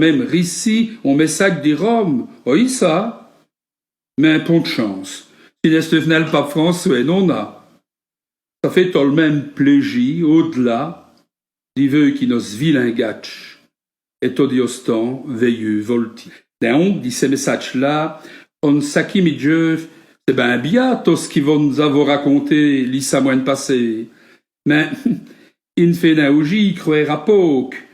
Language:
Walloon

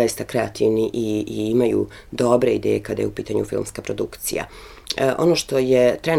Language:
Serbian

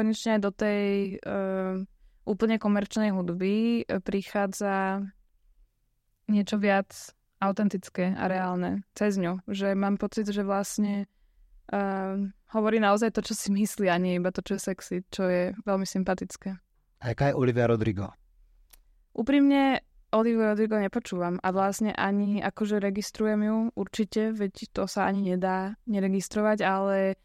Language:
Slovak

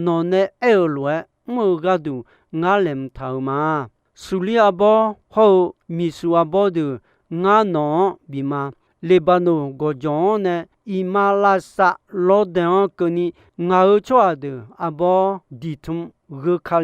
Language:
Akha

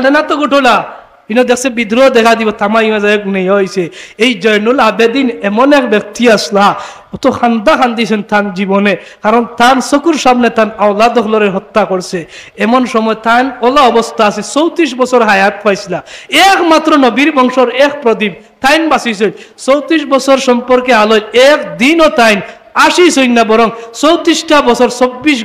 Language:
Sylheti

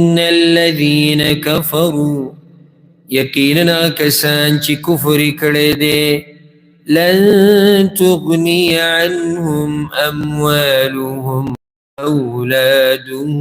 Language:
Pashto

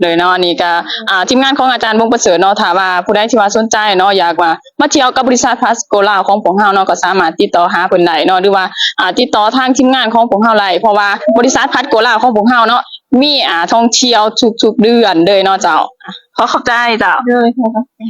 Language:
Lao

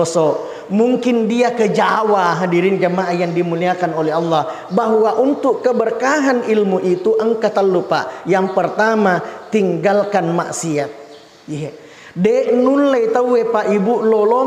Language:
Buginese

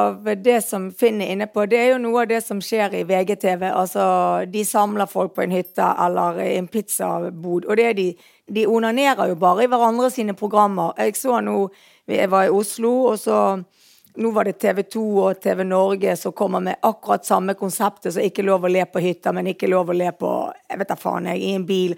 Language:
Norwegian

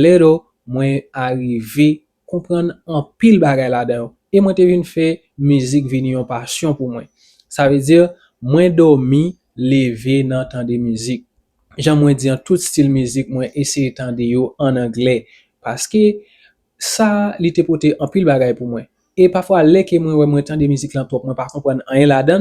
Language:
Haitian Creole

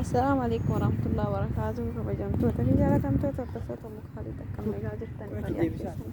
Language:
Oromo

